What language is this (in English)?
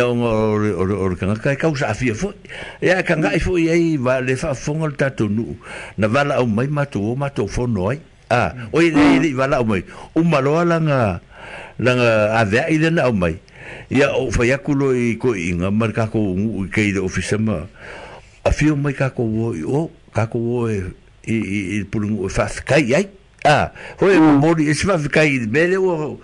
Samoan